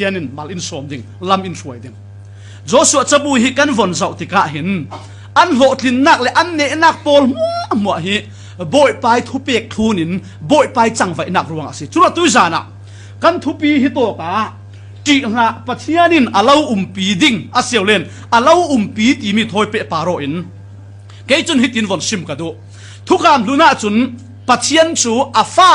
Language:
Falam Chin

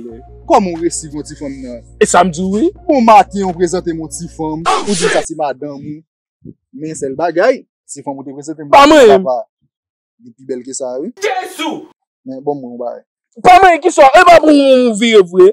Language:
Haitian Creole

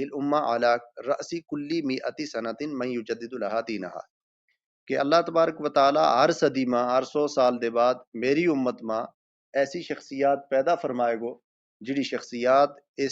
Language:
Gujari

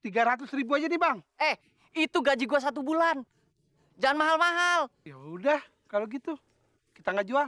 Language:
Betawi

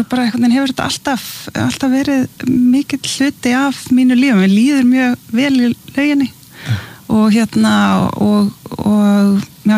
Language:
Icelandic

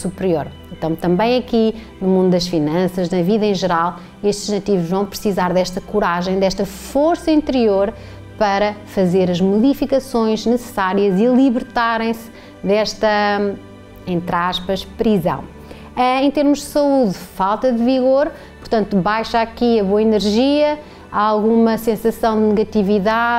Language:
Portuguese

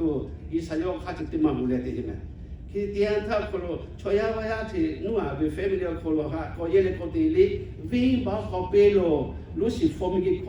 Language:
Lahu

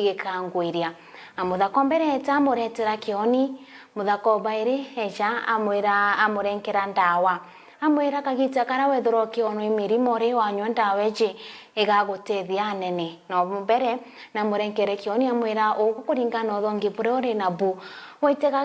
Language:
Meru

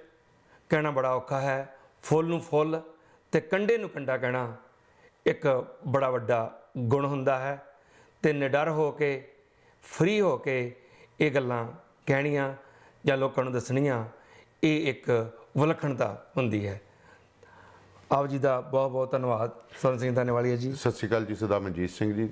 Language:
Punjabi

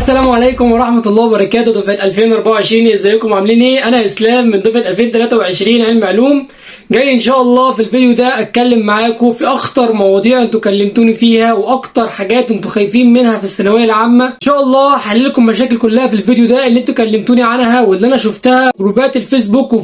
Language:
Egyptian Arabic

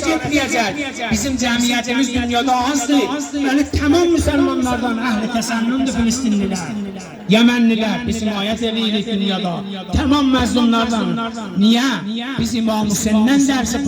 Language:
South Azerbaijani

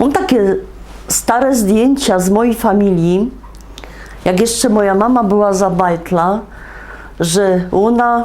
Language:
Silesian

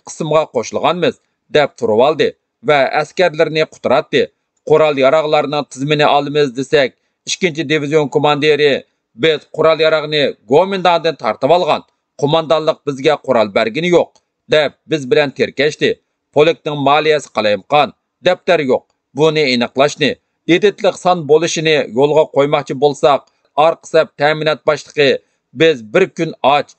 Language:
Uyghur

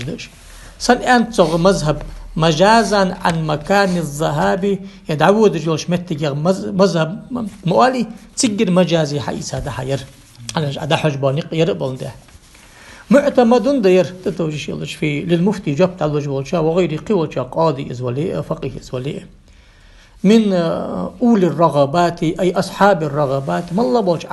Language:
Ingush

